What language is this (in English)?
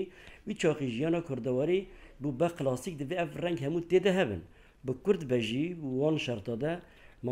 Kurdish